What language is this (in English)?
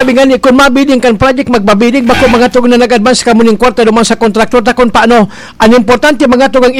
Bikol